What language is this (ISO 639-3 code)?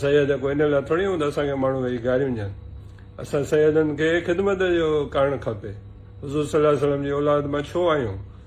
snd